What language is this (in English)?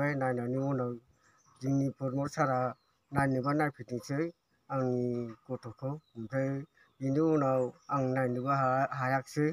Bodo